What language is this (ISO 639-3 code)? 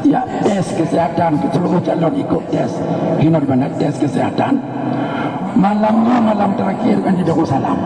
ace